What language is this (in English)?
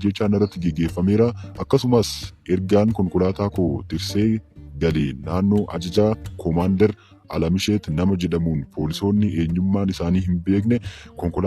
Oromo